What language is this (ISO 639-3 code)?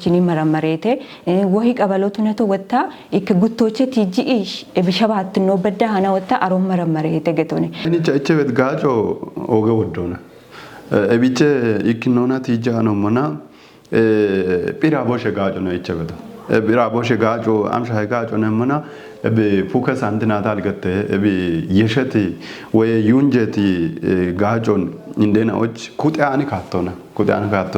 kbr